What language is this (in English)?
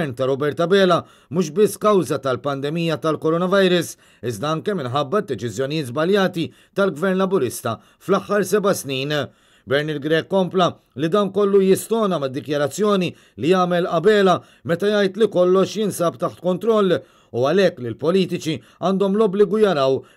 Maltese